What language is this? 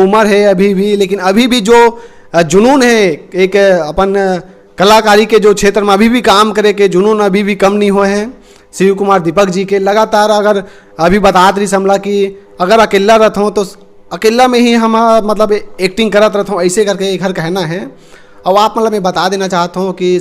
Chhattisgarhi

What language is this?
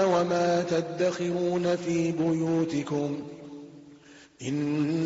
Arabic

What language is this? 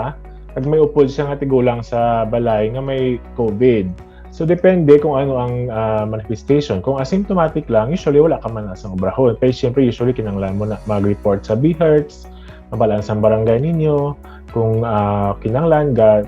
Hiligaynon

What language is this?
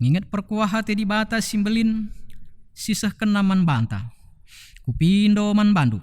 Batak Karo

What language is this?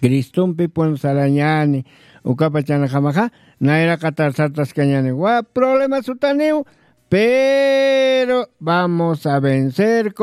Aymara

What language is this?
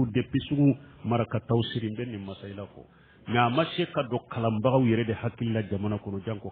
Bambara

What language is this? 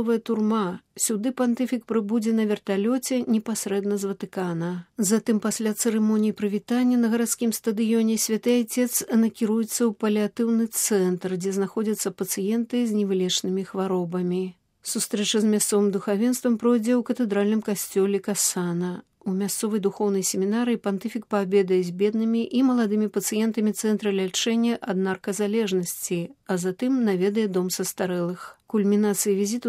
Belarusian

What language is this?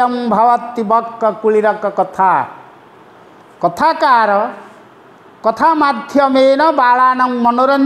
Odia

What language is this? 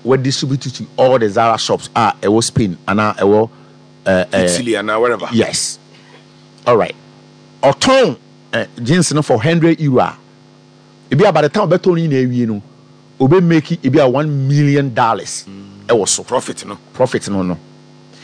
Akan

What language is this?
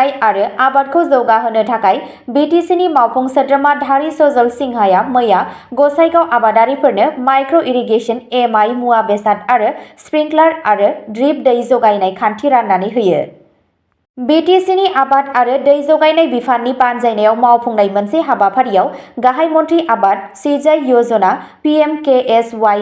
Bodo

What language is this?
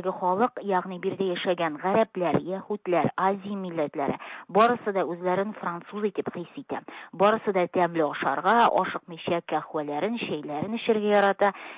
Tatar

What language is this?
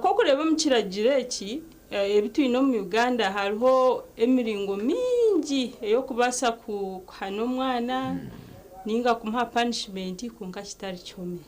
Nyankole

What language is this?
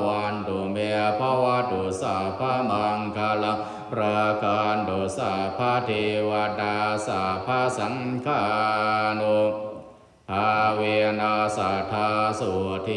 Pali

